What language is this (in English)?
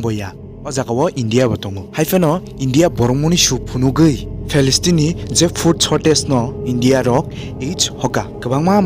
Kok Borok